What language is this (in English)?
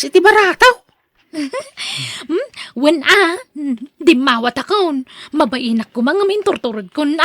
Iloko